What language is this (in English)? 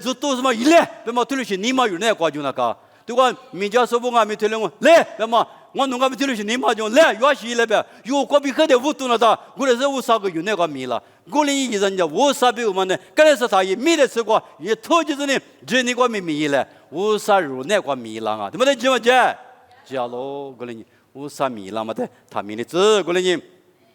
Lisu